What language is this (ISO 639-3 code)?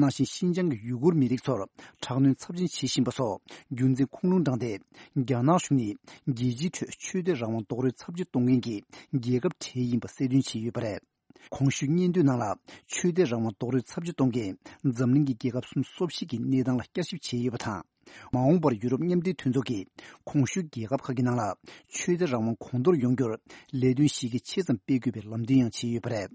bod